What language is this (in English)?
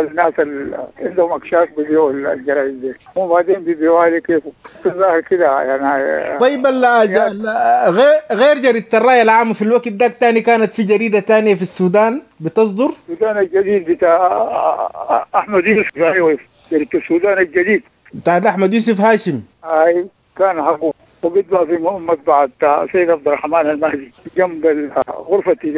Sudanese Arabic